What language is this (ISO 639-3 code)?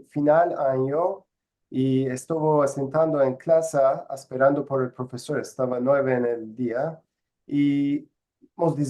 lad